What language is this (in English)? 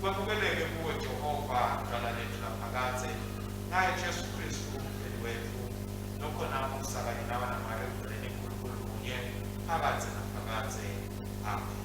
Swati